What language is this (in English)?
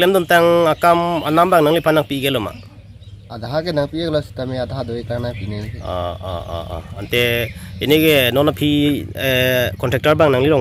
Karbi